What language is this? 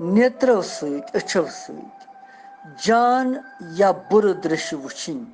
Kashmiri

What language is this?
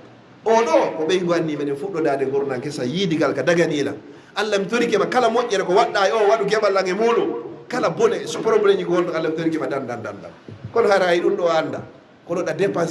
Fula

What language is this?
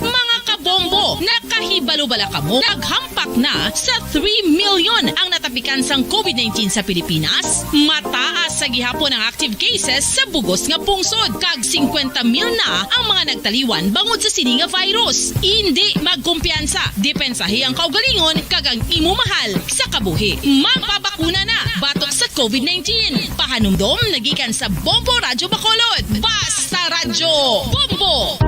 Hiligaynon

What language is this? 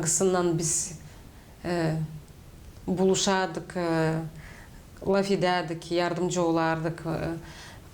Gagauz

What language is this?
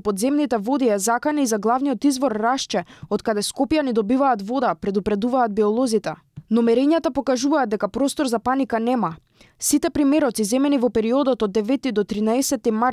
Macedonian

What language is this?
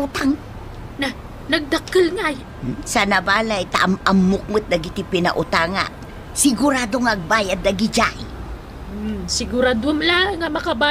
Iloko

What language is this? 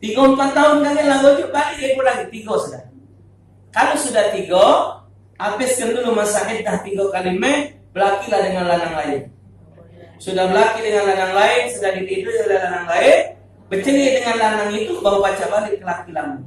Musi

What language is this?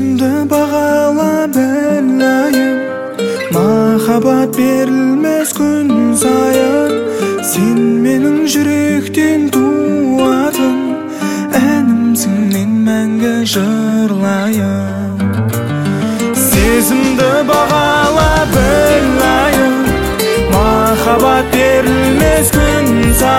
Kazakh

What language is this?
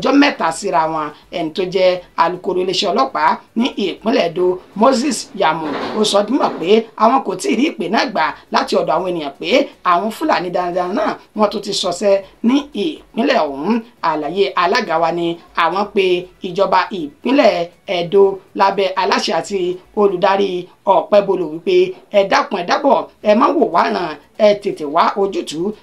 Yoruba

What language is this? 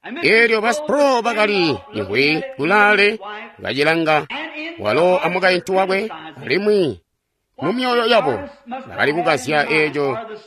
Tonga (Zambia)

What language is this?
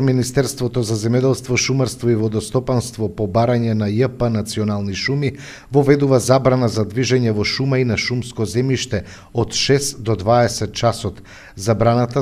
Macedonian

